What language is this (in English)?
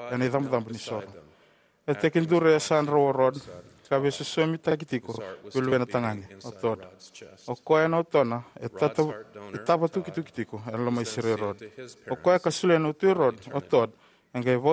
Fijian